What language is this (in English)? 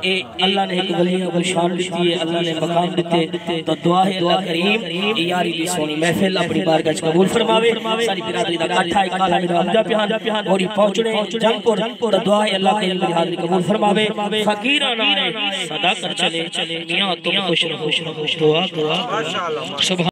Saraiki